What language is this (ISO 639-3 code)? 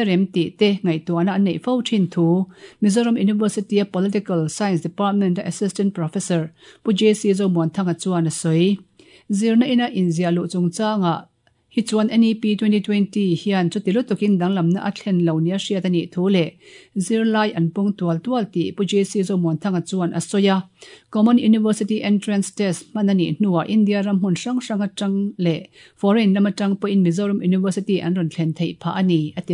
lus